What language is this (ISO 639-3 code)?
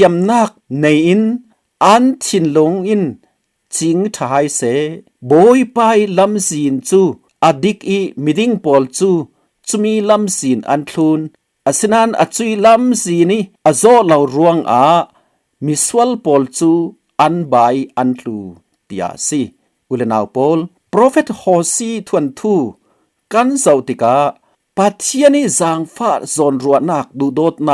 cfm